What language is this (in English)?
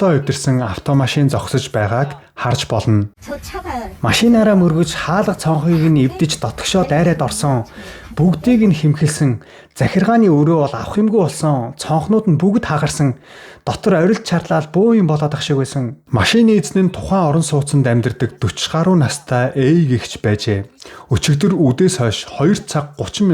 Mongolian